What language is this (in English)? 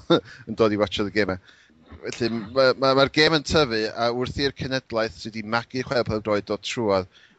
Welsh